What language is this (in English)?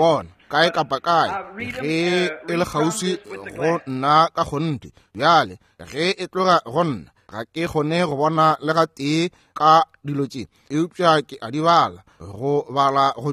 Northern Sotho